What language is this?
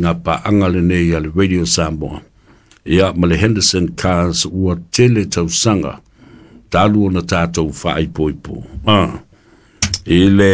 Samoan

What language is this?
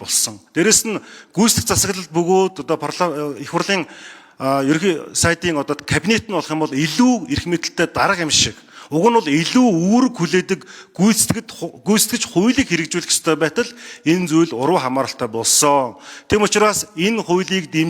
Mongolian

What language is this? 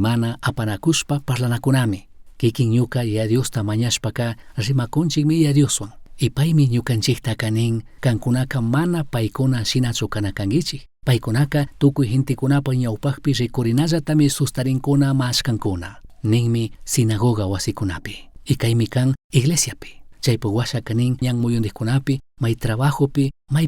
Chimborazo Highland Quichua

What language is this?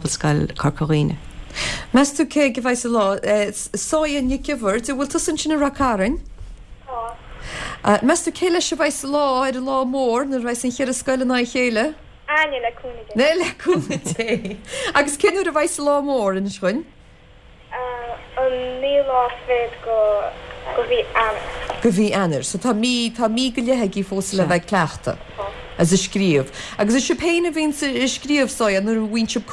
Irish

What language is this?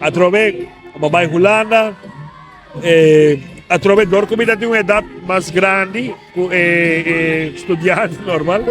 Papiamento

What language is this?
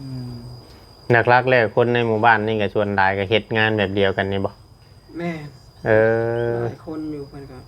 Northeastern Thai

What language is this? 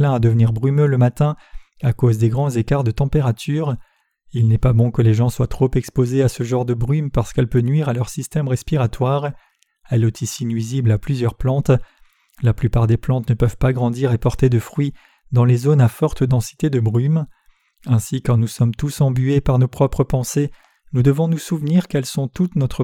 French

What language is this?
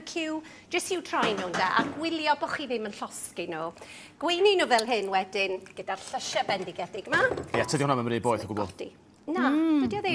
Welsh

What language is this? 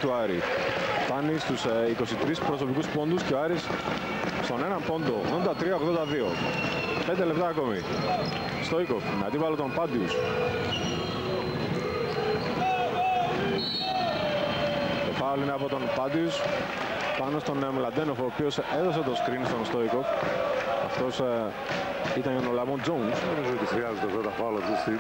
Greek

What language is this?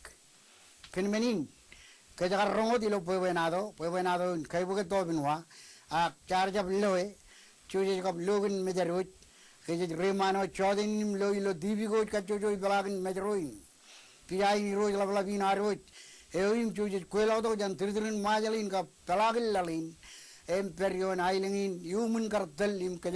Marshallese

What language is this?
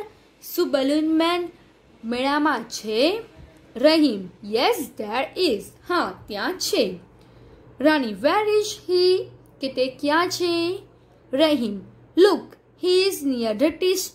Gujarati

